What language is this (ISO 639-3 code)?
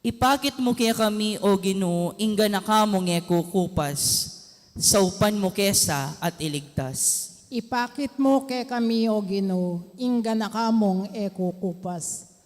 pam